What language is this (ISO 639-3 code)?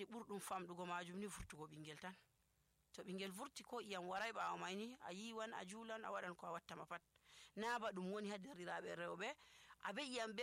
fuv